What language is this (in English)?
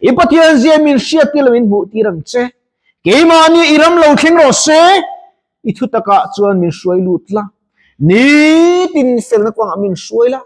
Mizo